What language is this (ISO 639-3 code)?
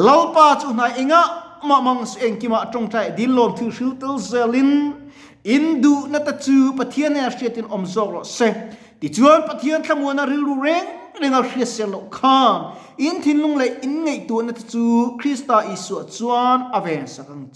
lus